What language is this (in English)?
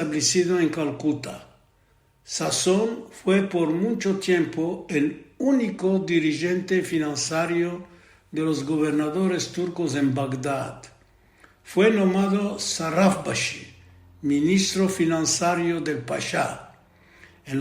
Ladino